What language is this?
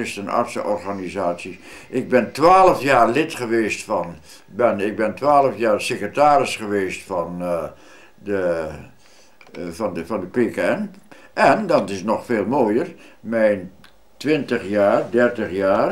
Dutch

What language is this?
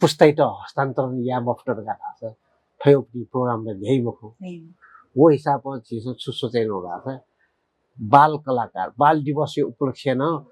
Newari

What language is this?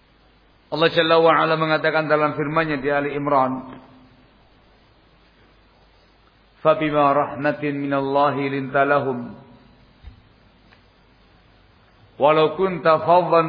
Indonesian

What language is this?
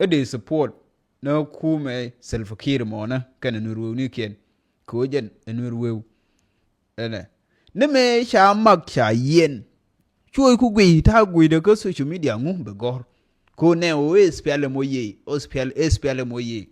Nuer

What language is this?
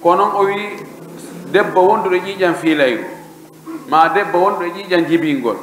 Pular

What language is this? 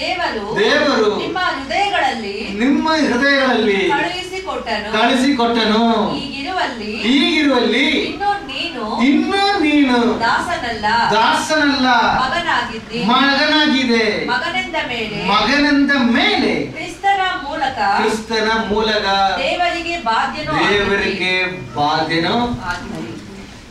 Kannada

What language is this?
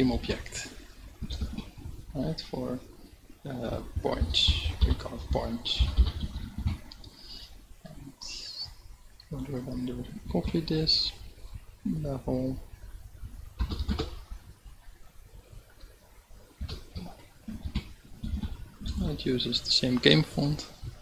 English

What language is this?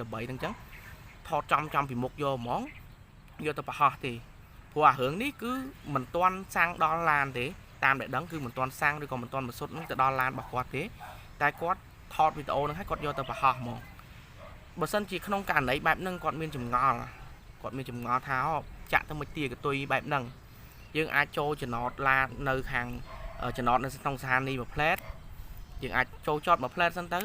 Khmer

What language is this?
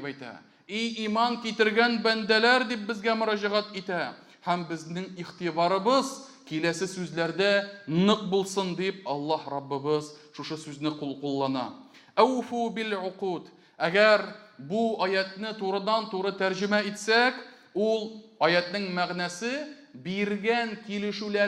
Tatar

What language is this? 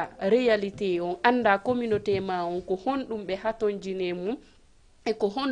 Fula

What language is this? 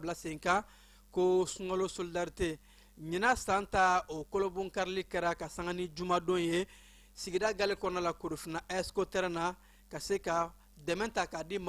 Bambara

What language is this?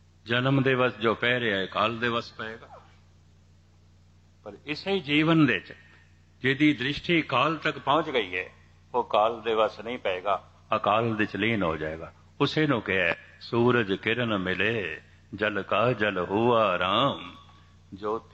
Punjabi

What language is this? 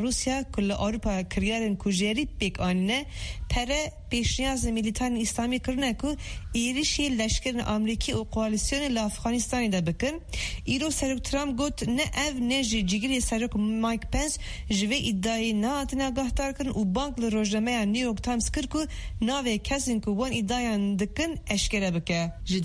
Kurdish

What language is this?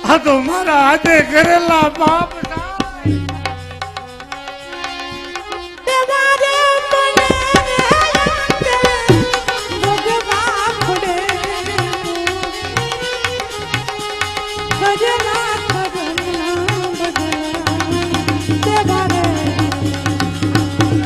Gujarati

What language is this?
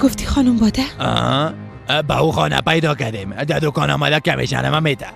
Persian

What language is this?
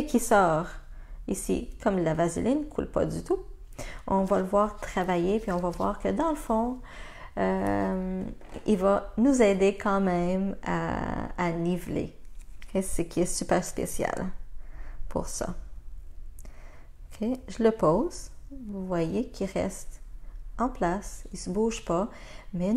French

